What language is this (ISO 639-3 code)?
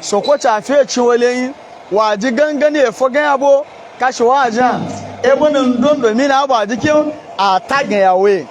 hau